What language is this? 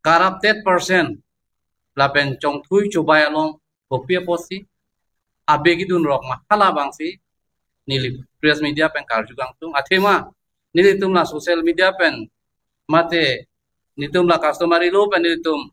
Karbi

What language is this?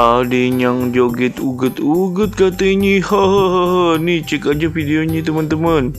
Betawi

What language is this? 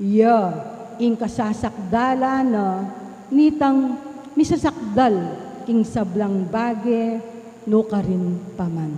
Pampanga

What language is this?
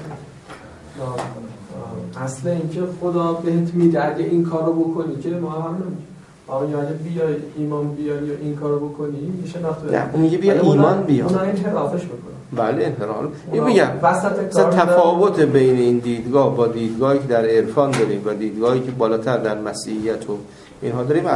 Persian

